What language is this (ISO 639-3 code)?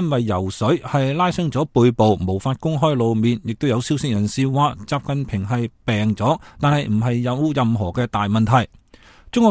yue